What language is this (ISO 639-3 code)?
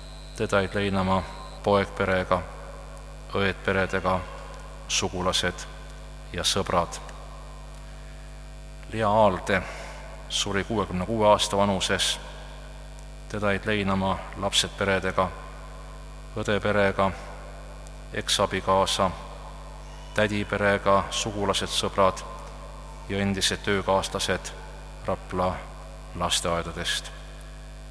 est